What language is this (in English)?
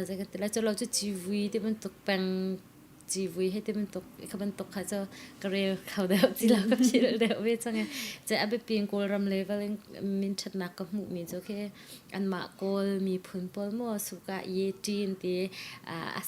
Hakha Chin